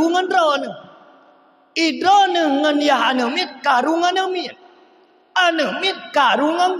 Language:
Achinese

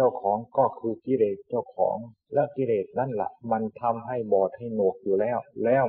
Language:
Thai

